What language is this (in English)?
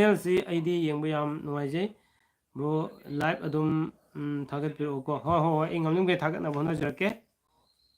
Manipuri